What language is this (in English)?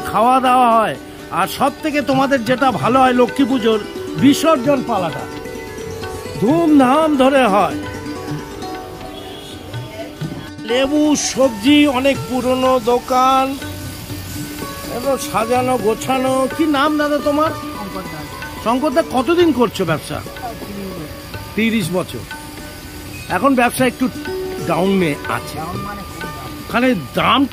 Bangla